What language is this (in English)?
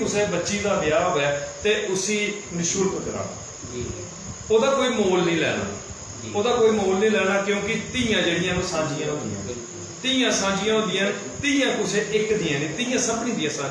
Dogri